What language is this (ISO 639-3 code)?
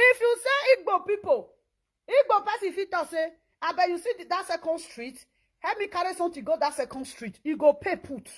pcm